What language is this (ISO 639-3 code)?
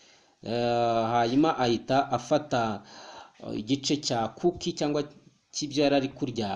kin